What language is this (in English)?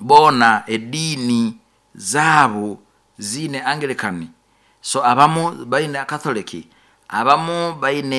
Nyoro